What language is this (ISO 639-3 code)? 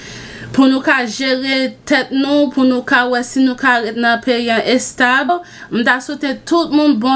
hat